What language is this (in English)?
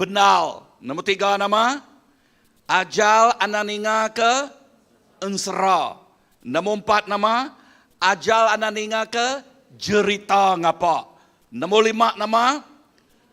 Iban